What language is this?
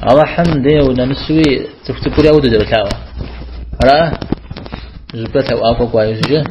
Kabardian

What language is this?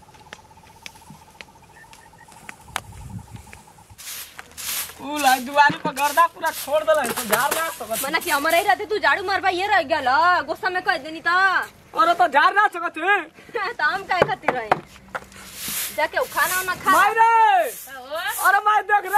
Bhojpuri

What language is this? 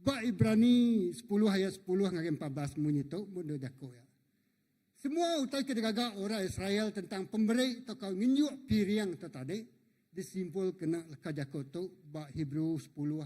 Iban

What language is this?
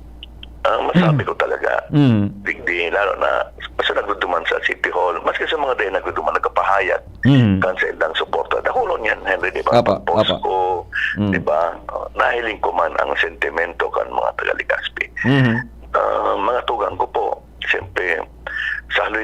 Bikol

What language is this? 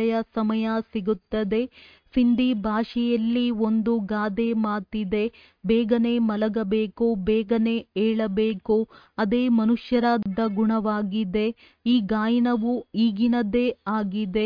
Kannada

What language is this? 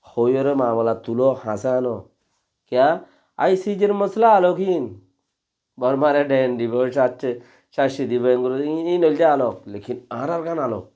Rohingya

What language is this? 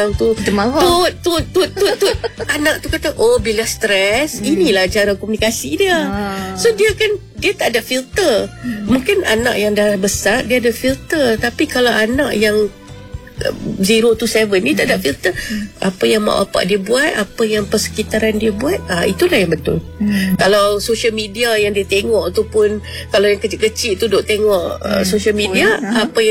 Malay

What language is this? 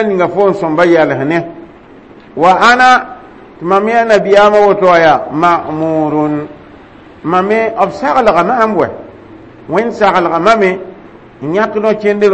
Mossi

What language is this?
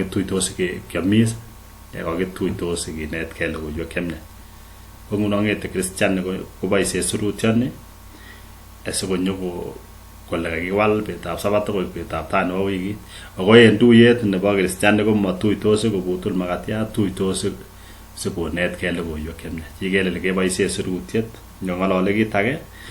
Kalenjin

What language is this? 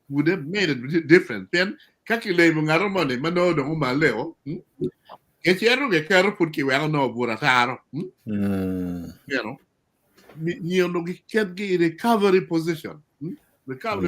Acoli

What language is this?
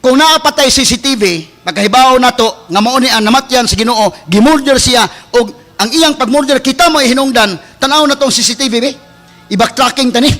Cebuano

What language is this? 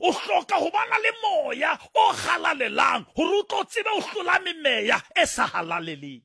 Southern Sotho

